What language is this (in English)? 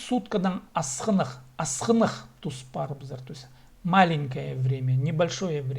Khakas